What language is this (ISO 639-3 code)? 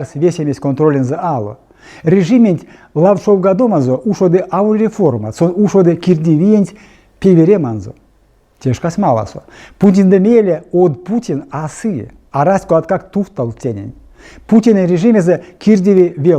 myv